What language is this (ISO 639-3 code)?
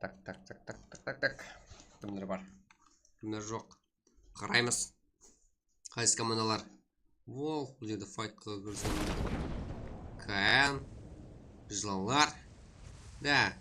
kaa